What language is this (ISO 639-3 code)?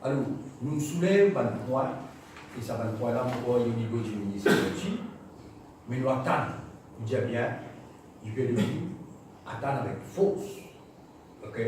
mfe